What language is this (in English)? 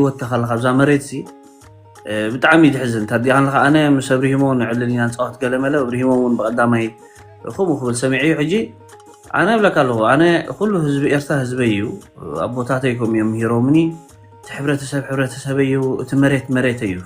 Tigrinya